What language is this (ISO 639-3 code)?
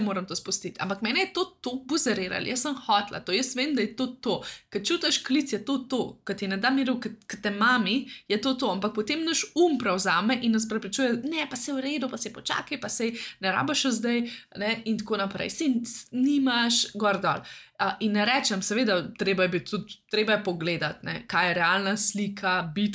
slv